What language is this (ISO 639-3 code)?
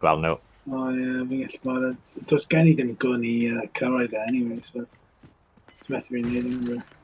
cym